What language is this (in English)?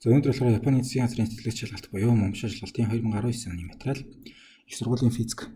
Mongolian